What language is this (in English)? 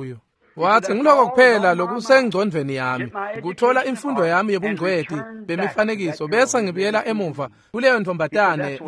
Swati